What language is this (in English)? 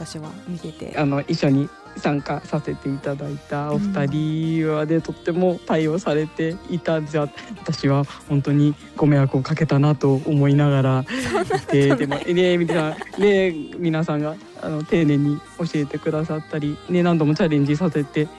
Japanese